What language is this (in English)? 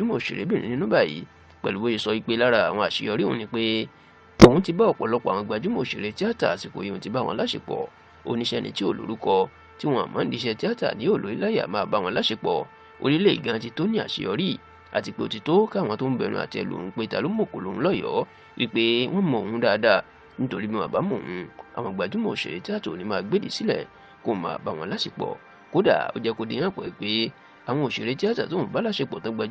Yoruba